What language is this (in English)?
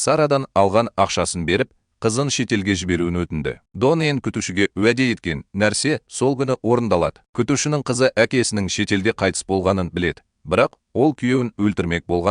Kazakh